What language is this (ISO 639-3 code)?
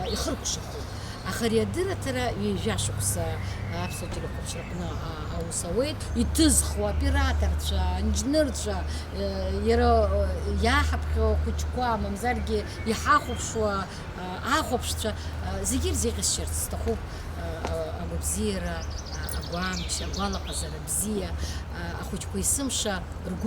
abk